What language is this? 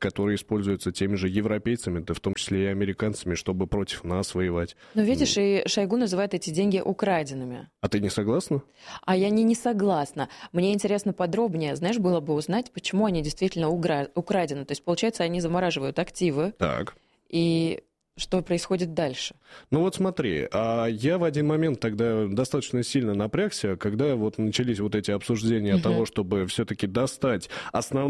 Russian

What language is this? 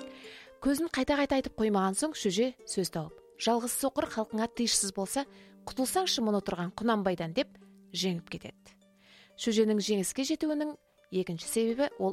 Kazakh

